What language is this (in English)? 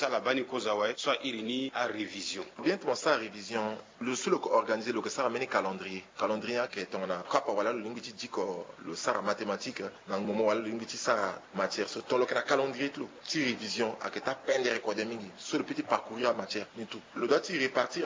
Sango